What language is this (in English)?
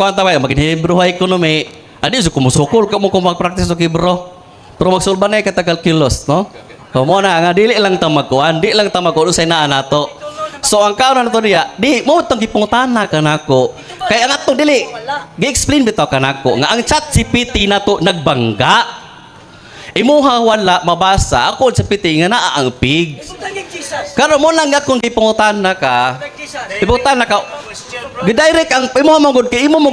Cebuano